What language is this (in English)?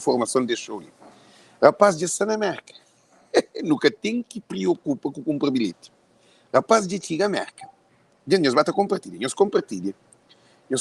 Kabuverdianu